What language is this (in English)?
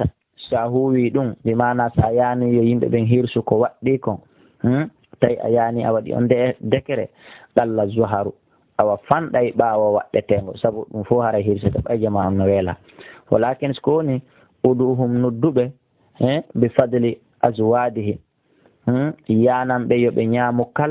Pular